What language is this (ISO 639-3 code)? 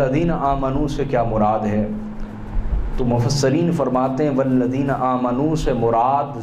urd